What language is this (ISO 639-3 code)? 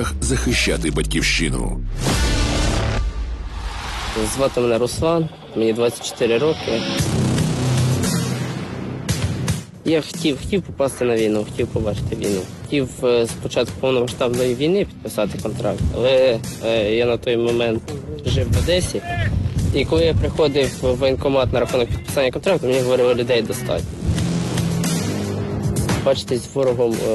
ukr